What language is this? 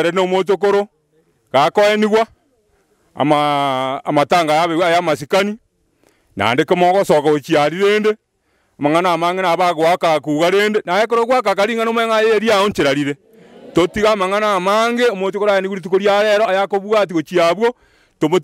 Gusii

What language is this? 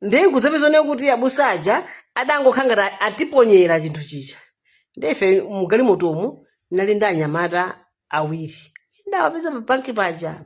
Nyanja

